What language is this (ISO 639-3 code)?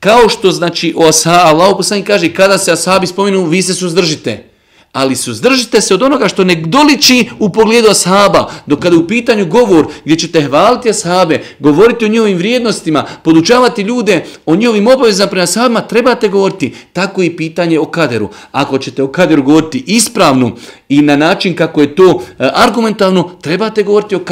bos